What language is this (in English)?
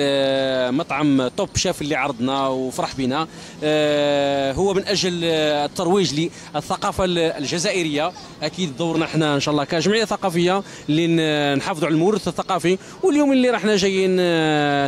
Algerian Arabic